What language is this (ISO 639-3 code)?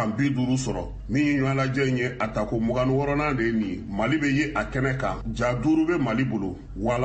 bam